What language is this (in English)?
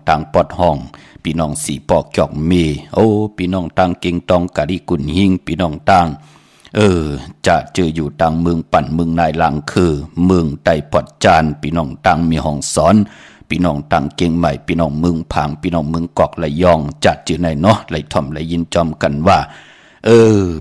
Shan